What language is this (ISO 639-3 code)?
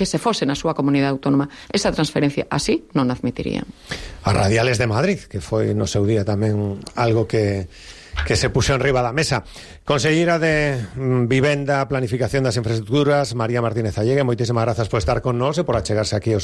glg